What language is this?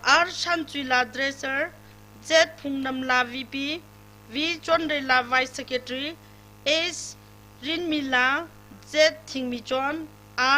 Tangkhul Naga (India)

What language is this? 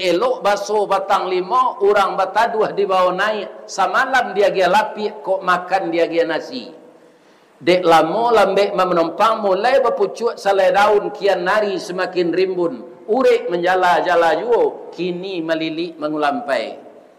Minangkabau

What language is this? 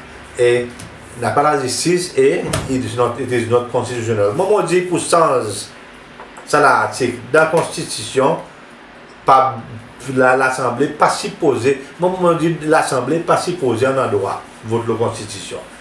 Seselwa Creole French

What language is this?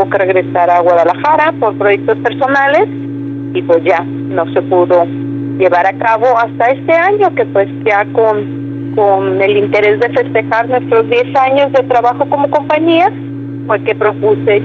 Spanish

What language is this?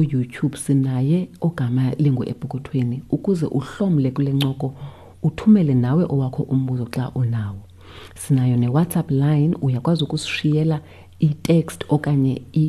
Xhosa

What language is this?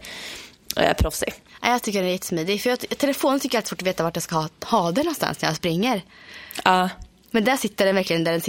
Swedish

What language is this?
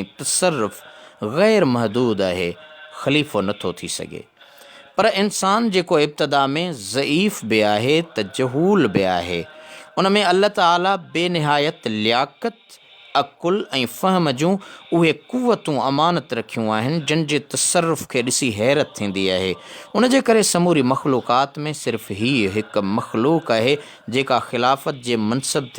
Sindhi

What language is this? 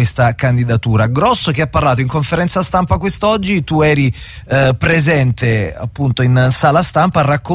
Italian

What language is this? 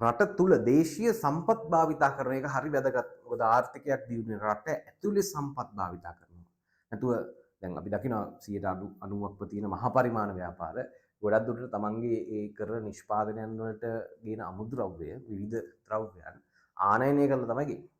Sinhala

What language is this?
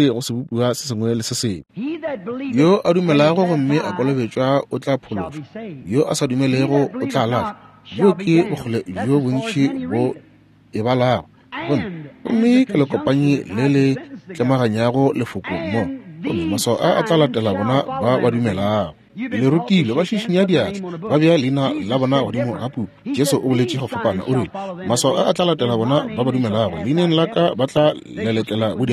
Northern Sotho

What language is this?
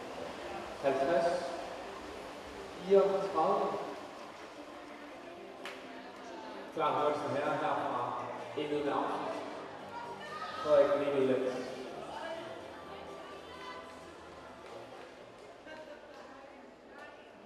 Danish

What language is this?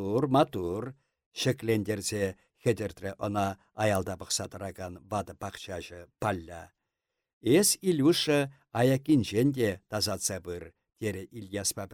Chuvash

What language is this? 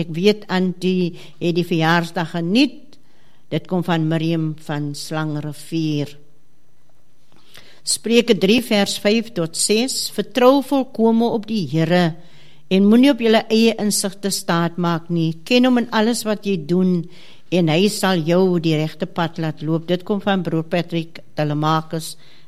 Afrikaans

